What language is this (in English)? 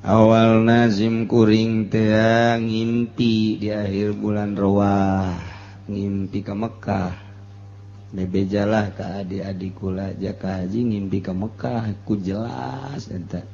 Sundanese